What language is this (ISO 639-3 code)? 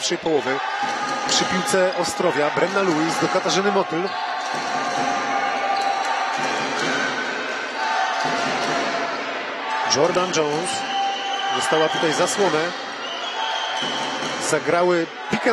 pol